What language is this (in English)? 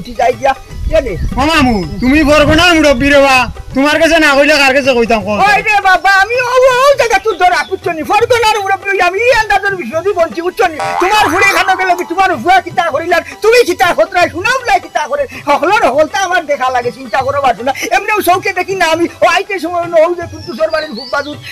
Sylheti